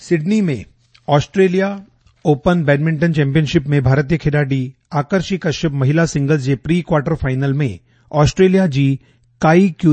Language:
Sindhi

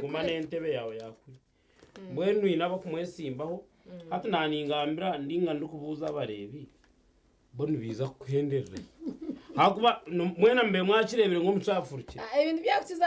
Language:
Nyankole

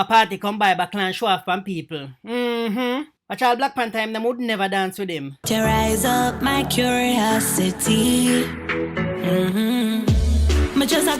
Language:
Jamaican Creole English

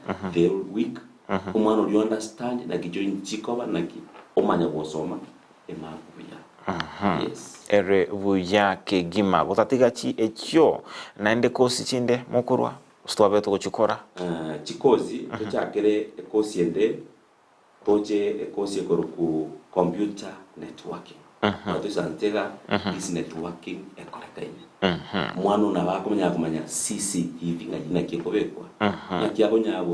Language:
Gusii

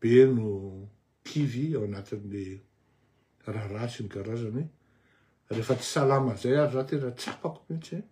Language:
Malagasy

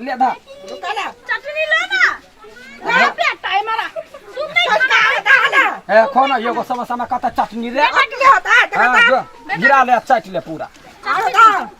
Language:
Maithili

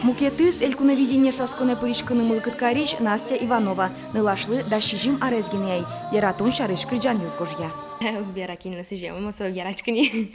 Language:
Udmurt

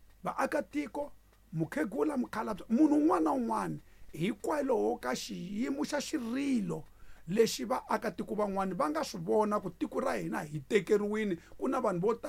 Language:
Tsonga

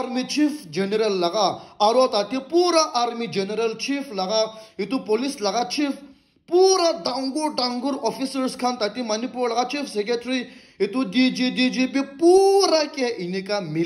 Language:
Naga Pidgin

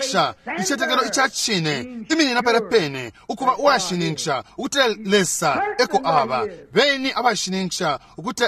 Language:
Bemba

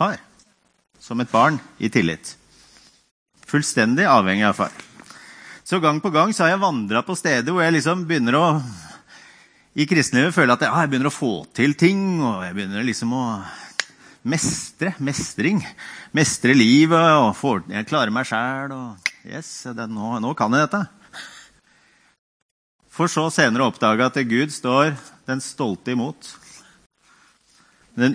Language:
Norwegian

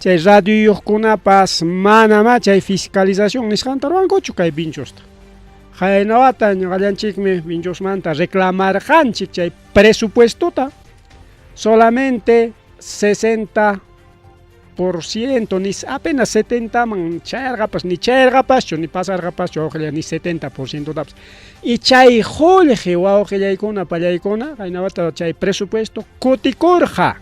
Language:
Ayacucho Quechua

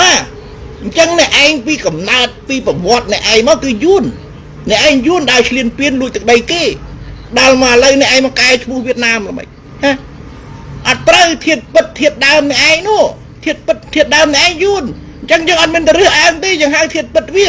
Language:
Khmer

